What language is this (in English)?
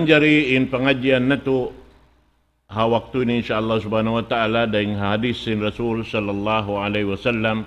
Tausug